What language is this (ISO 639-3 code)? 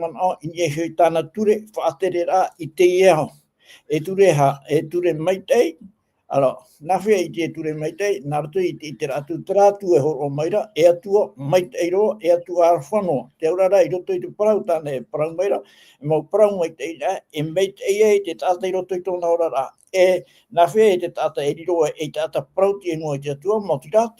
tah